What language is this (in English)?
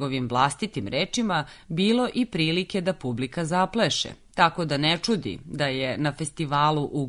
Serbian